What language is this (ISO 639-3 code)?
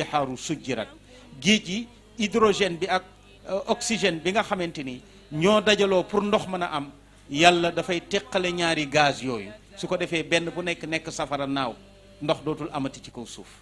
wol